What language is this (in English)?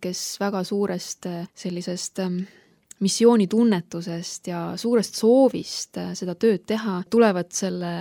Estonian